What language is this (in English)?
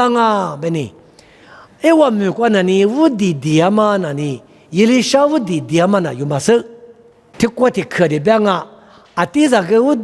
Lisu